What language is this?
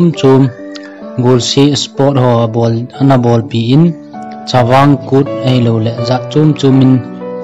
Thado Chin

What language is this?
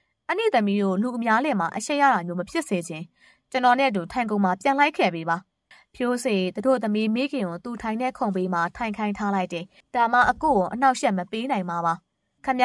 Burmese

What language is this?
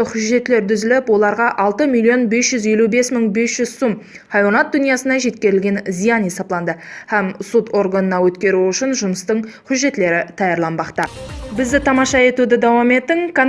Kara-Kalpak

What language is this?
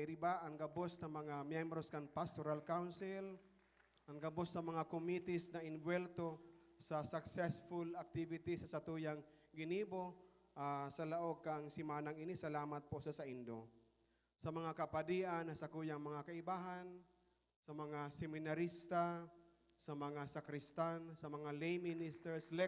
Bikol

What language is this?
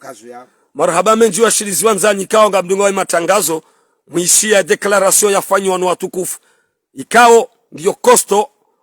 Ngazidja Comorian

